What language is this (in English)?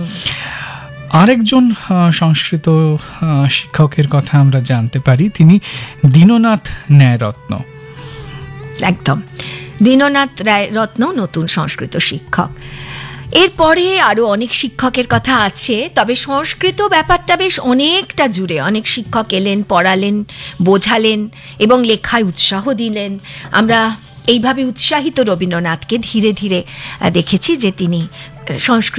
Bangla